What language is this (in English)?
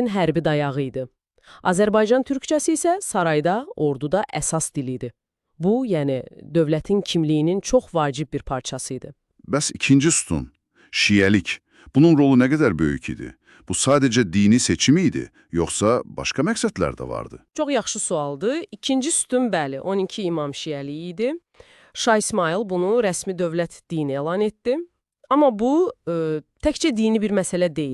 Azerbaijani